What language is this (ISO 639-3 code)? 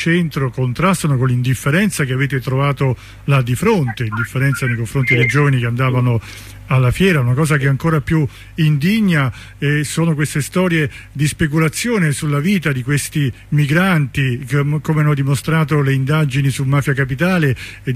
ita